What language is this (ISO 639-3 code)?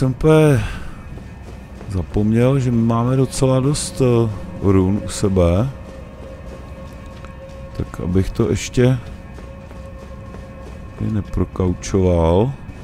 ces